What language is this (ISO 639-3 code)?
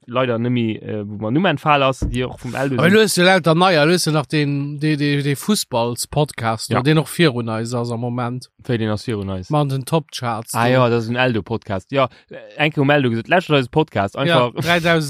ltz